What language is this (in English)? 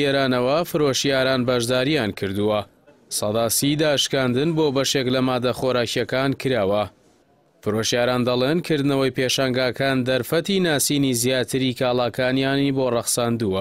Central Kurdish